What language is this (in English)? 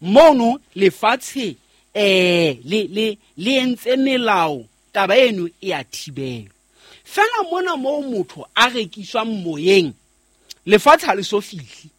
Southern Sotho